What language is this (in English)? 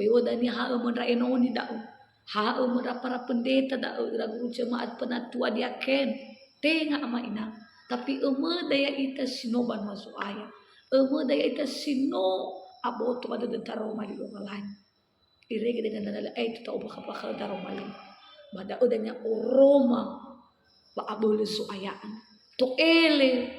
Nias